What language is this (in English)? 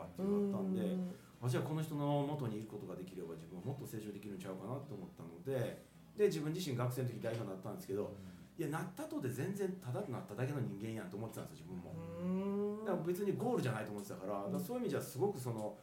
Japanese